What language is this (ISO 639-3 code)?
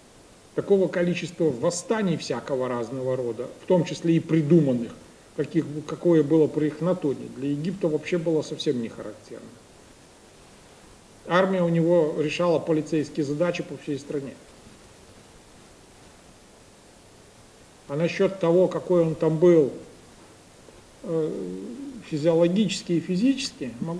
rus